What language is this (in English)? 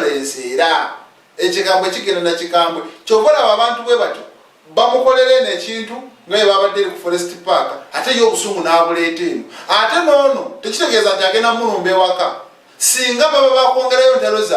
Ganda